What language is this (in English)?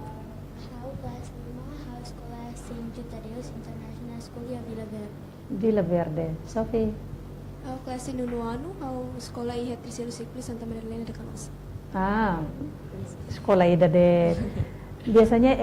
Tetum